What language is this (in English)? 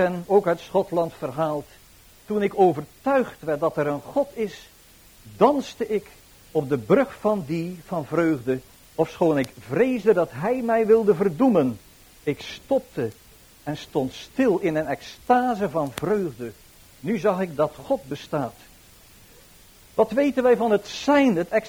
Dutch